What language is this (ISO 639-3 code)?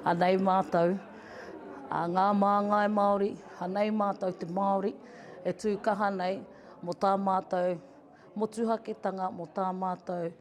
mri